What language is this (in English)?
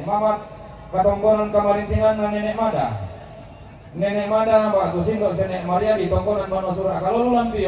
Toraja-Sa'dan